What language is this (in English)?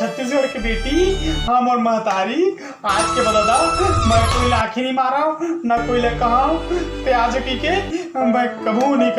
Chhattisgarhi